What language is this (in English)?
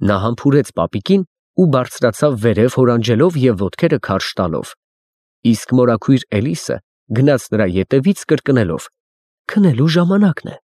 Armenian